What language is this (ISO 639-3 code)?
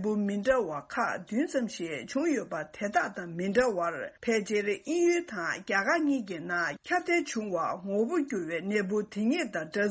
bod